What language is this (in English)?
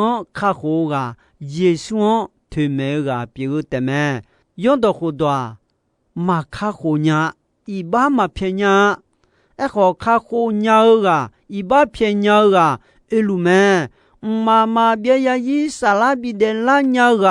Akha